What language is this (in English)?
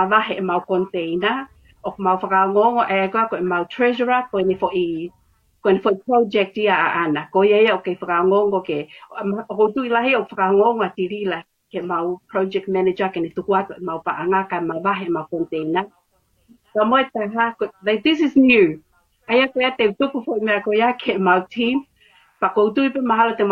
Tongan